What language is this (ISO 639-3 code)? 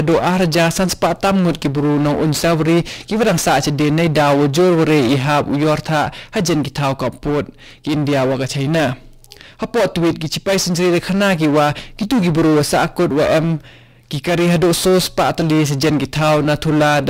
kha